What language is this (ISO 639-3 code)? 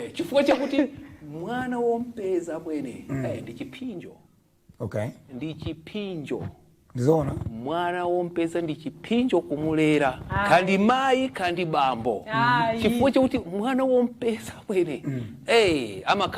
nya